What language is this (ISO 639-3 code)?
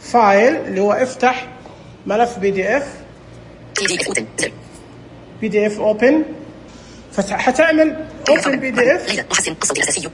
ars